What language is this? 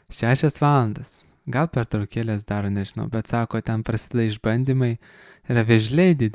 Lithuanian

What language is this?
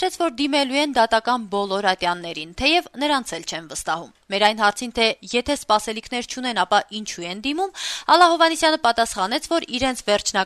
Armenian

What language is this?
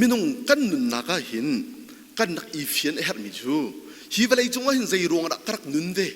Hakha Chin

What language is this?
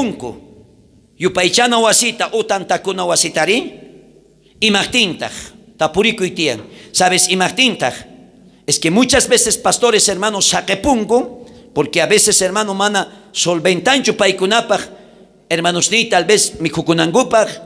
South Bolivian Quechua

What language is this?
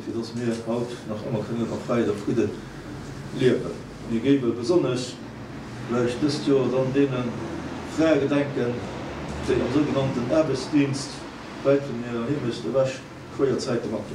Luxembourgish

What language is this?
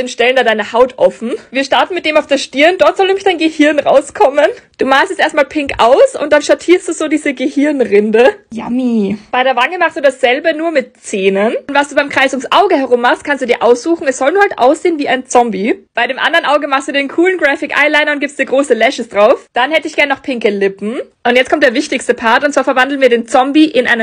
German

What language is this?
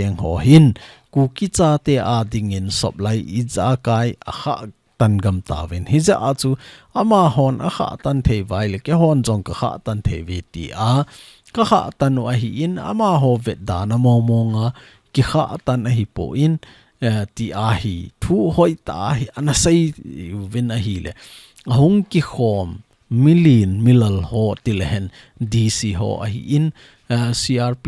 Thado Chin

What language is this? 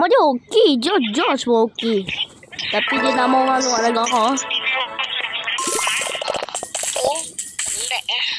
Malay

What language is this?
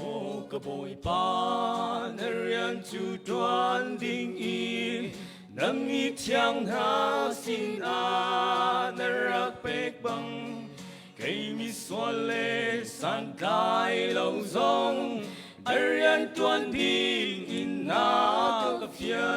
Hakha Chin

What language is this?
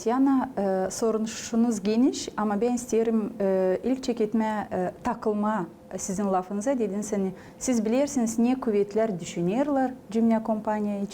Gagauz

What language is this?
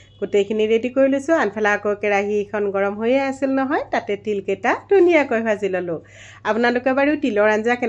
Assamese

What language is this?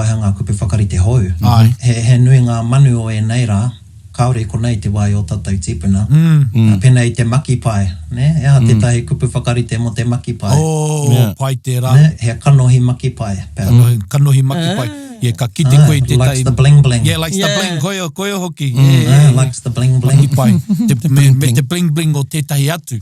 Māori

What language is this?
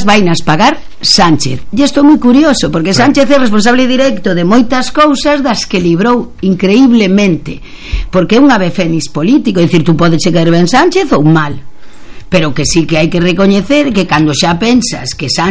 Galician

